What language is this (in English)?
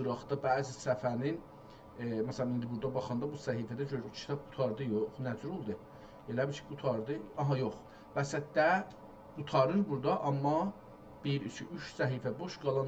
South Azerbaijani